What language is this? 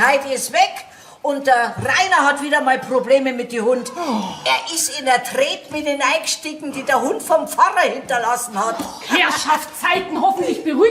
Bavarian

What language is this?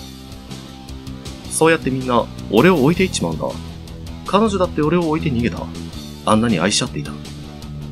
Japanese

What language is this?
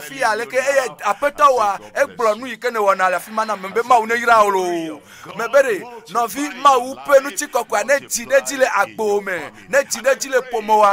Ewe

